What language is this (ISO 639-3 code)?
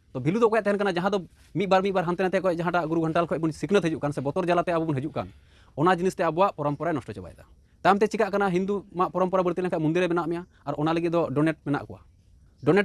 sat